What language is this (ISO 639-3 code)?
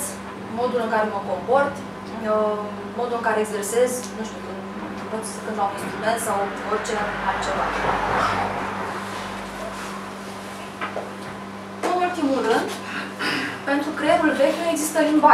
ron